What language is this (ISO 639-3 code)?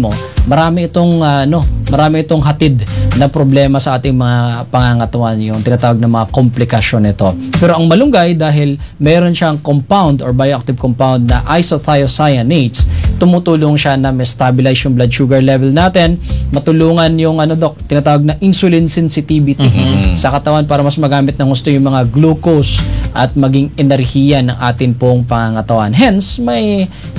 fil